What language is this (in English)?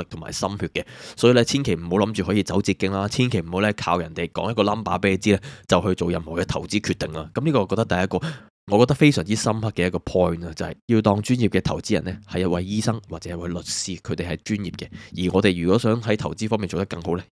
Cantonese